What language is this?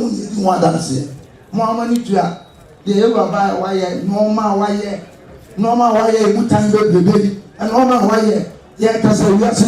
Akan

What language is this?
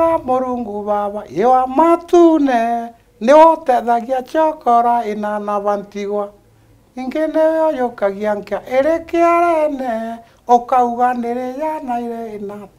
Meru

